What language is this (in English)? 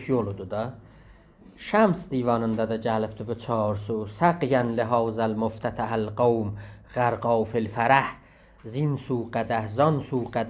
South Azerbaijani